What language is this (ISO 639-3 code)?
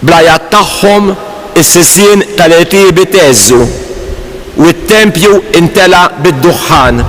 mlt